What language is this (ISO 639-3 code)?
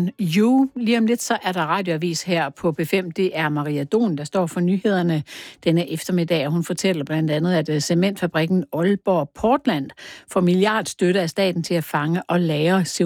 dan